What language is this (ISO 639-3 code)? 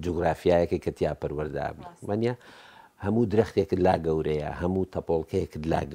ckb